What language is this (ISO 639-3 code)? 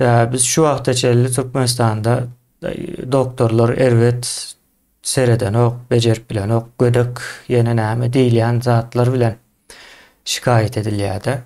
tuk